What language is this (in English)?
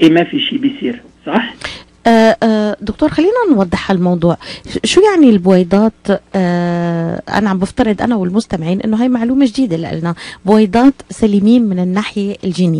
North Levantine Arabic